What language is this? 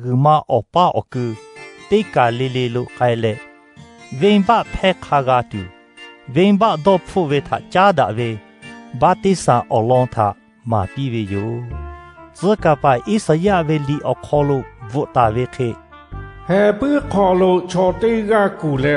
Lahu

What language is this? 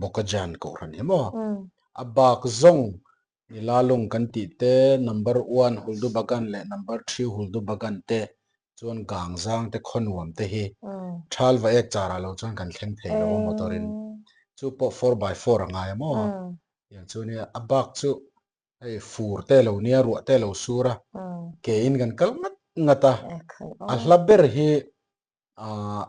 Mizo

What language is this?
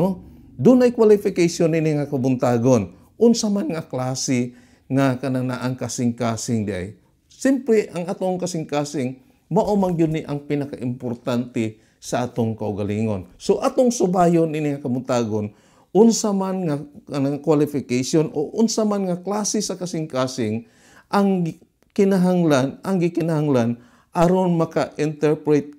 Cebuano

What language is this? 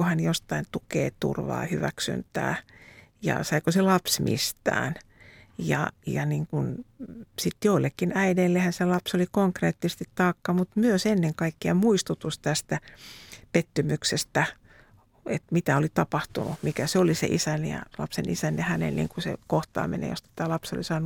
Finnish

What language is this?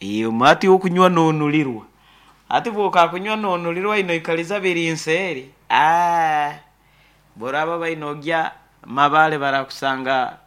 Nyoro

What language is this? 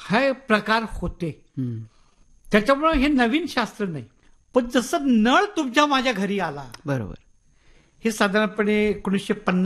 Marathi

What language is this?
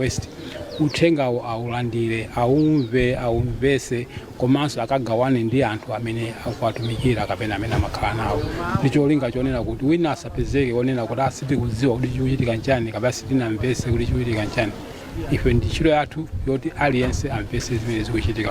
Nyanja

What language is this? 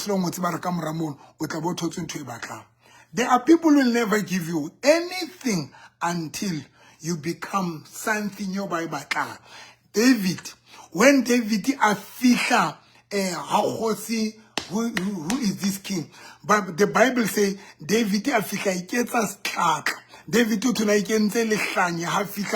Southern Sotho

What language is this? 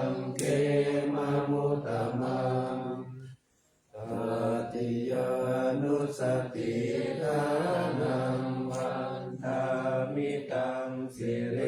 Pali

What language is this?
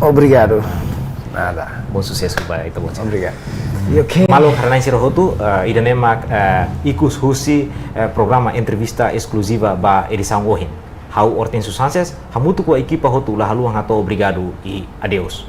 Tetum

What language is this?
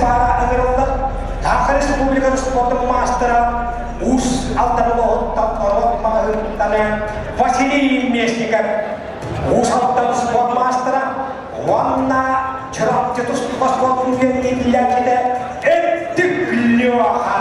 Yakut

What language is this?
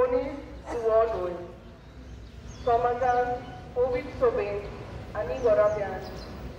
Konkani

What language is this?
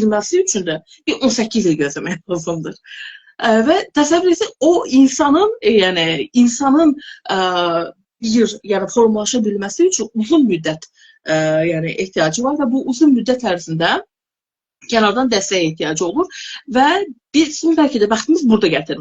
Azerbaijani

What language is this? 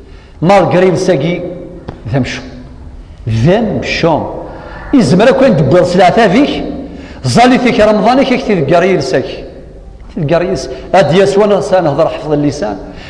Kabyle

